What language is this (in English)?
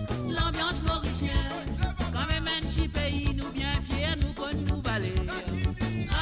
Morisyen